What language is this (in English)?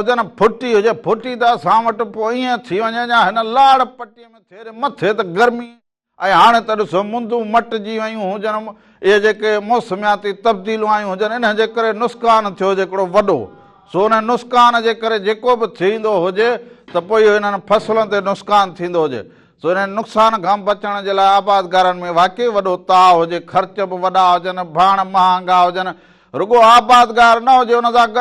Sindhi